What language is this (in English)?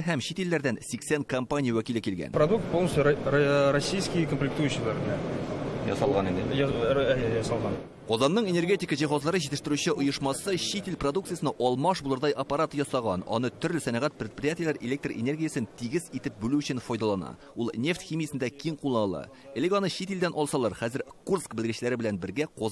Tatar